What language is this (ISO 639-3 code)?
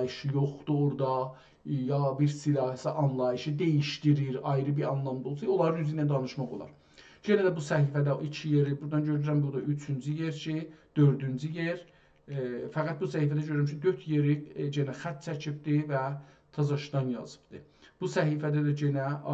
azb